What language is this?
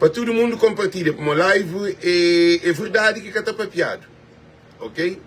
Kabuverdianu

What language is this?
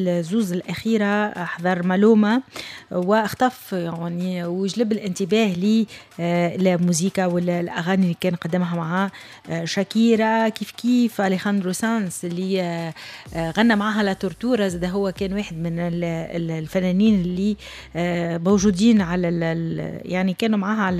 Tunisian Arabic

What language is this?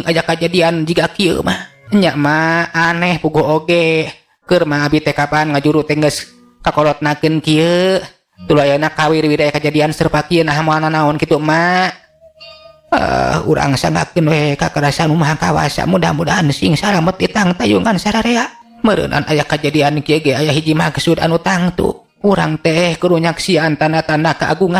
Sundanese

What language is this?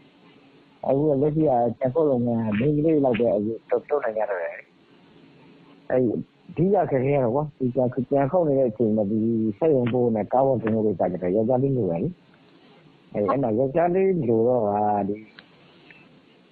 Burmese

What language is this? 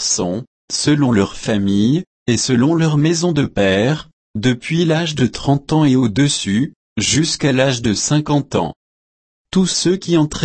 French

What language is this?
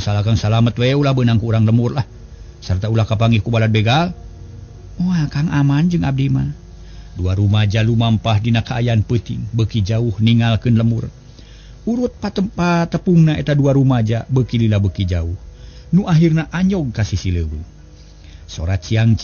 Sundanese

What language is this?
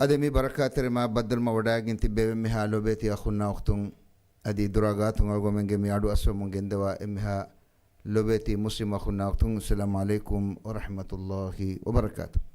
Divehi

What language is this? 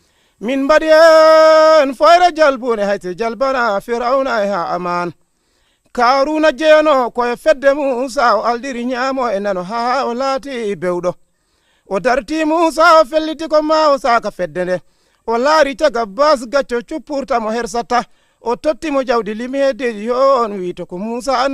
Fula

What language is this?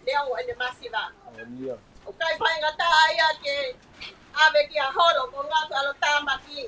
Tongan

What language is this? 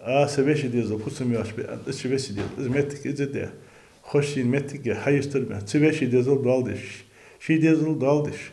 Ingush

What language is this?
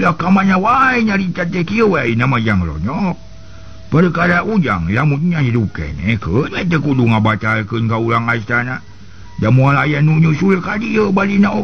Sundanese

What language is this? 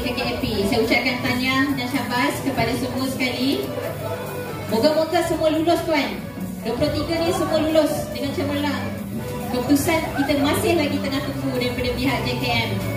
Malay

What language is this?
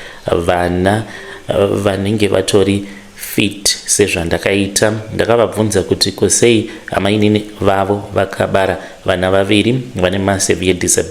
Shona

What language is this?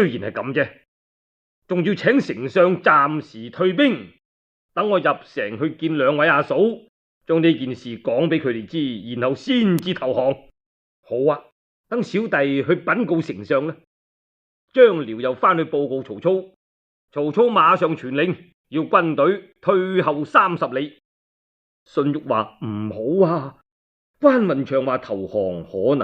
Cantonese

